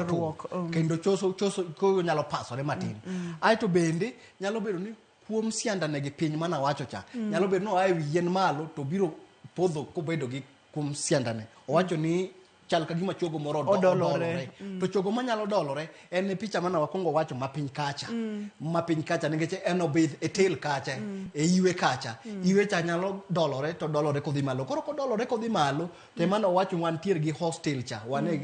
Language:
Luo (Kenya and Tanzania)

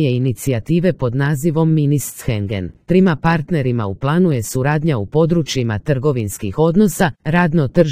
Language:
Croatian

